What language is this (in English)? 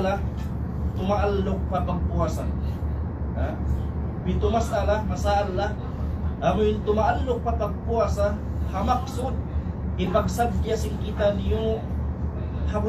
Tausug